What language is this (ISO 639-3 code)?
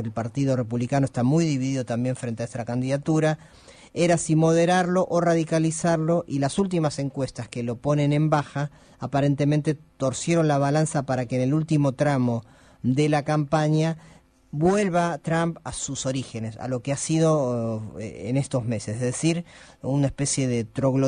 spa